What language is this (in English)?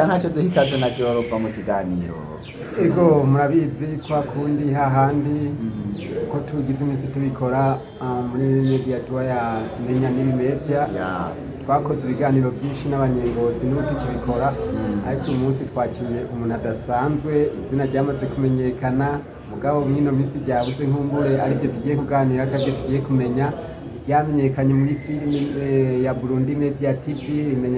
Rundi